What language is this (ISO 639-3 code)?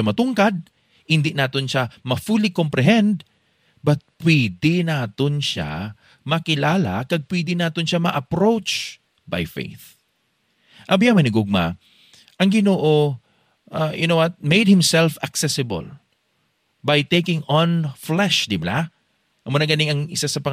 hil